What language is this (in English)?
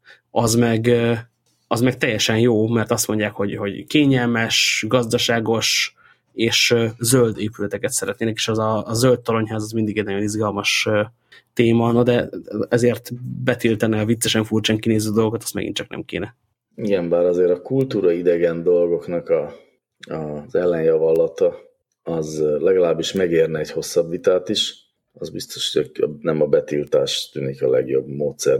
Hungarian